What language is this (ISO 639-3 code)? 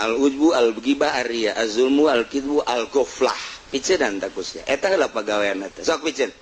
sun